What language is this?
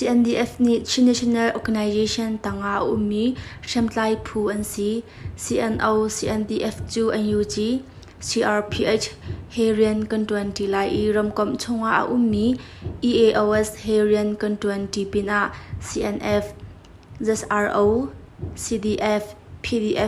Hakha Chin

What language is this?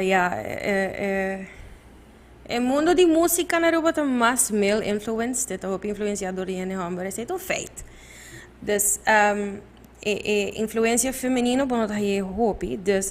Papiamento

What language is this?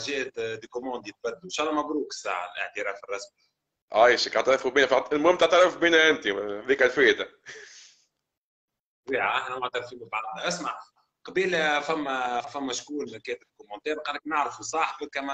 Tunisian Arabic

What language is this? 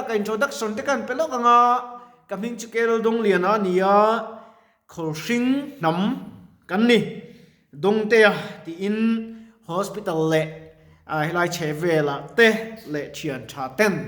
Mizo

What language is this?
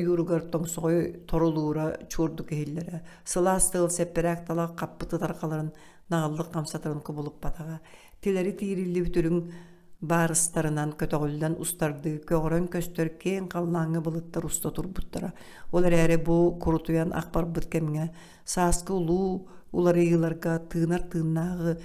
Yakut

